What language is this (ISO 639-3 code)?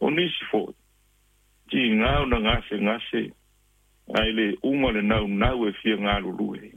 smo